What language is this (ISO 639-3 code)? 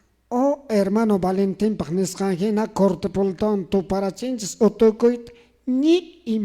que